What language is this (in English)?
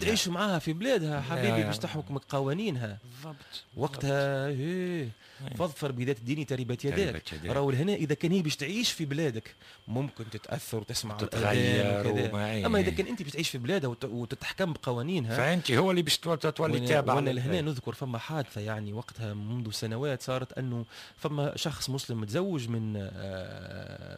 Tunisian Arabic